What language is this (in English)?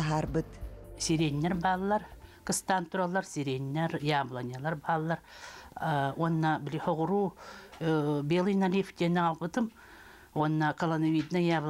Yakut